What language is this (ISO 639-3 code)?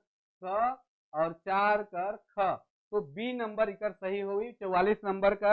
sck